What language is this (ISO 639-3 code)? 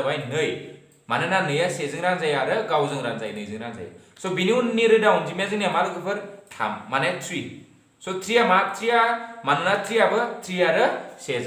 brx